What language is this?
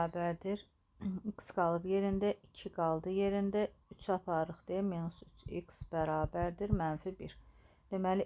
Azerbaijani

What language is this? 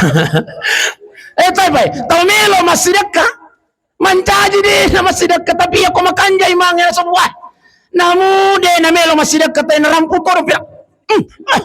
Buginese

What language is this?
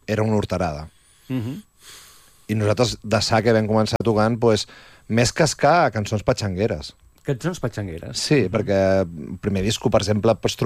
Catalan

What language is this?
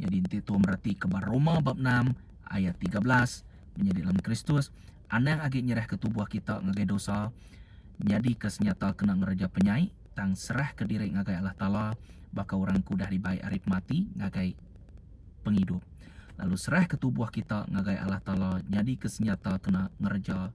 Iban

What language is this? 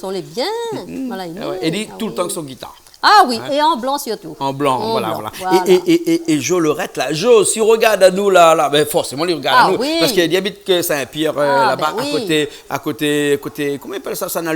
Réunion Creole French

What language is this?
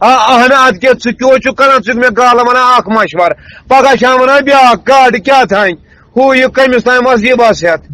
Kashmiri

